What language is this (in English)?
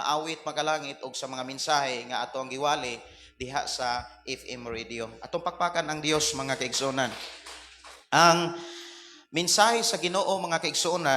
Cebuano